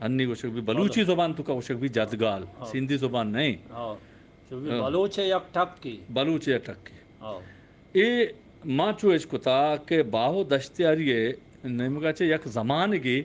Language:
Eastern Balochi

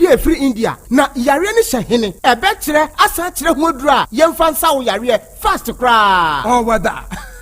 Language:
Akan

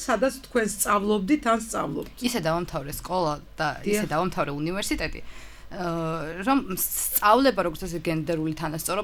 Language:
Georgian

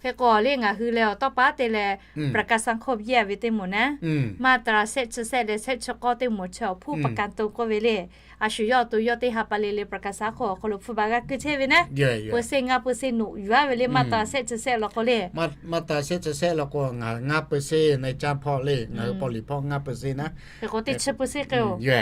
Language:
Lahu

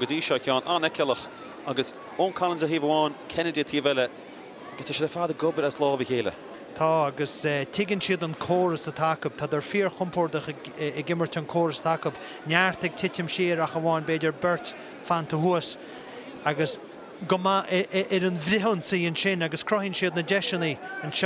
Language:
Irish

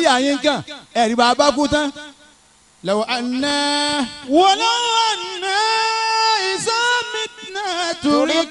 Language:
Yoruba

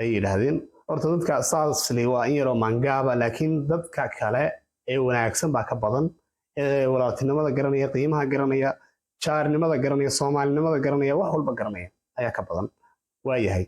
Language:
Somali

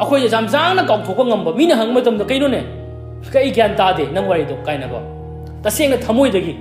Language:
Manipuri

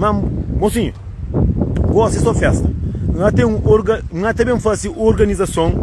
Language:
Kabuverdianu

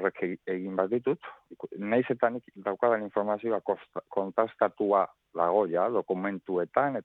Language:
Basque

